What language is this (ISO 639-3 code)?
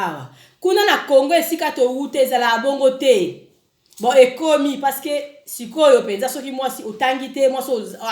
lin